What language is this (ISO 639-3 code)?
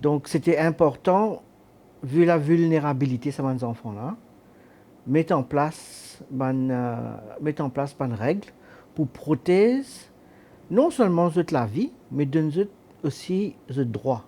mfe